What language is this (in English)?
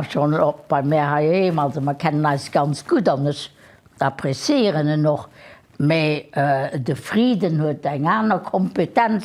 Luxembourgish